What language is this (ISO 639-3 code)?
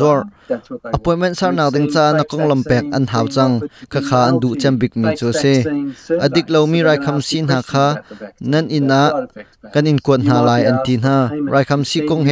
cnh